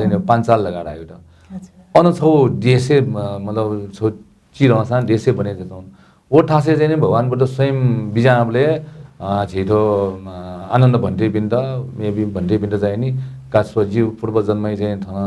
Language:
Newari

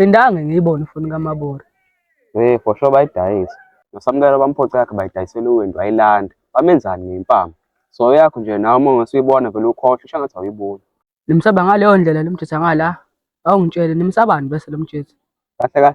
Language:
Zulu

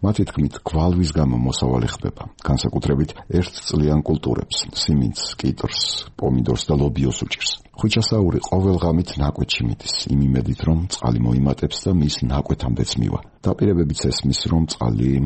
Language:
Georgian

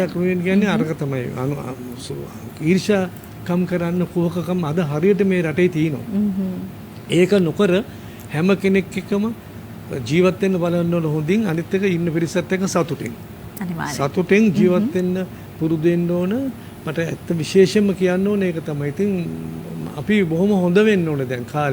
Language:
Sinhala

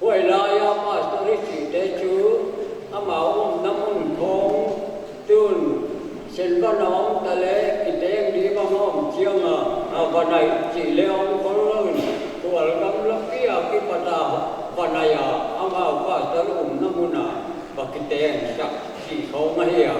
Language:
Paite Chin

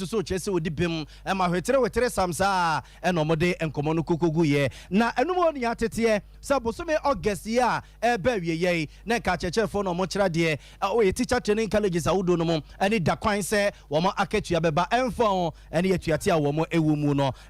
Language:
Akan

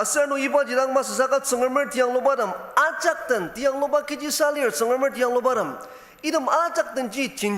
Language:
Ao Naga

